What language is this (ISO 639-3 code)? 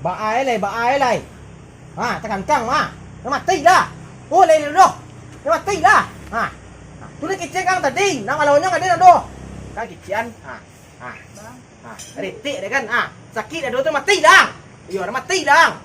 min